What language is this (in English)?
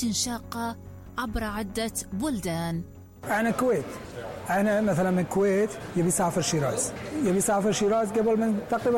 Mesopotamian Arabic